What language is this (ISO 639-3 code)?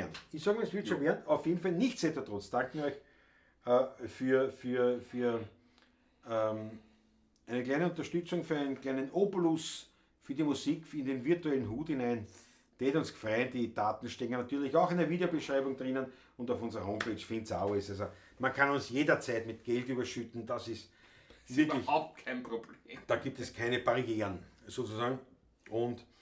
bar